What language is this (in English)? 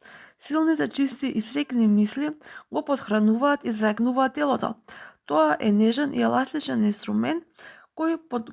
Macedonian